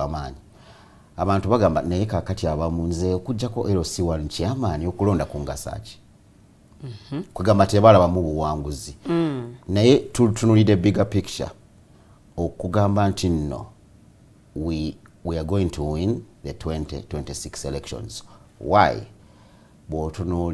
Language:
Ganda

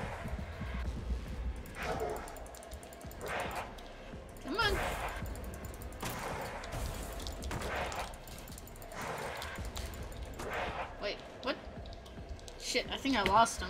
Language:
English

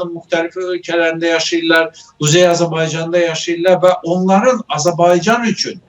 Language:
South Azerbaijani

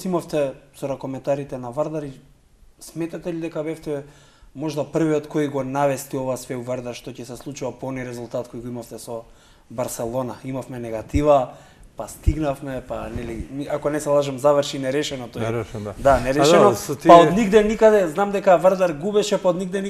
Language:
Macedonian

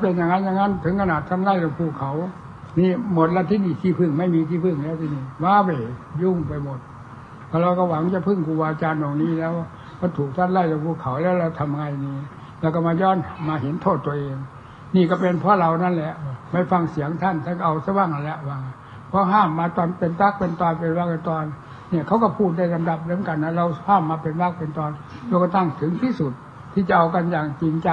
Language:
Thai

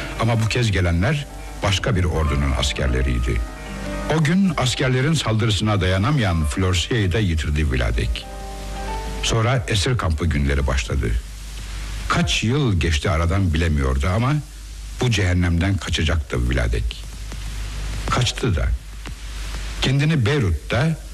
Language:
Turkish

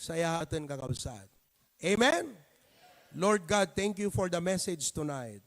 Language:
Iloko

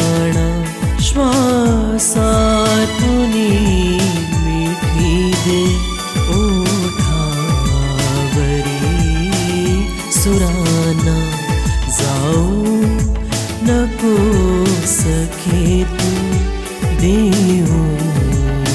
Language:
Marathi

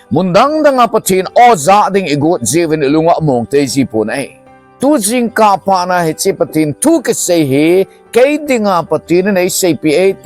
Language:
Thado Chin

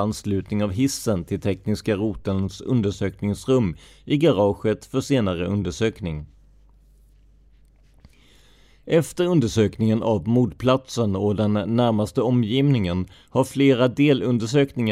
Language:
Swedish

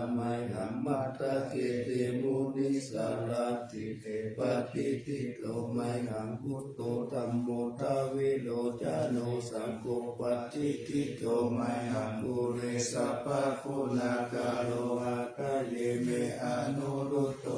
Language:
Pali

